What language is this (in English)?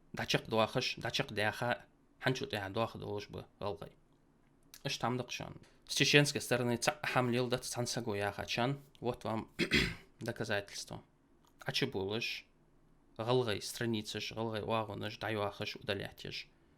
Ingush